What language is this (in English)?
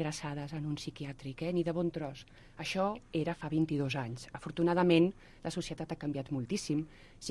Catalan